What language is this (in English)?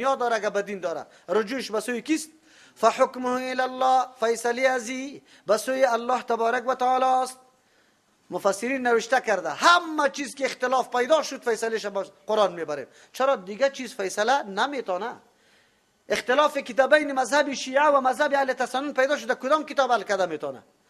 Persian